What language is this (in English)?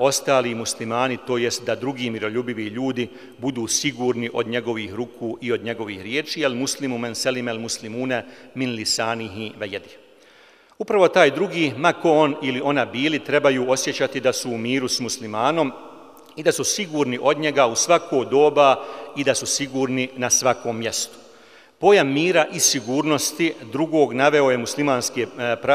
Bosnian